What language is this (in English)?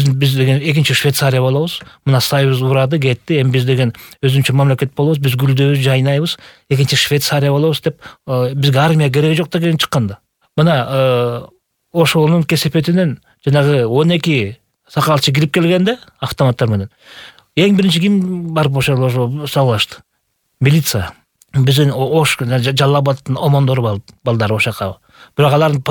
Kyrgyz